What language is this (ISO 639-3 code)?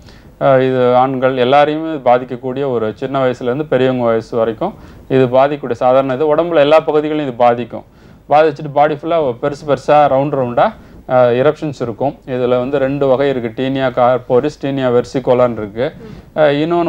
tam